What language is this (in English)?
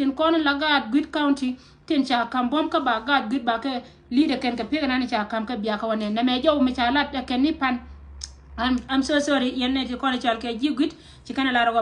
Nuer